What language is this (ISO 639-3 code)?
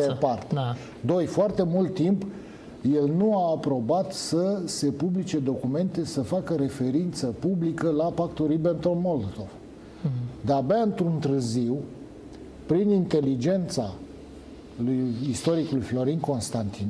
ron